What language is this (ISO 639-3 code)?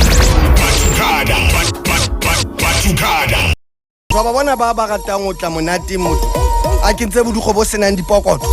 sot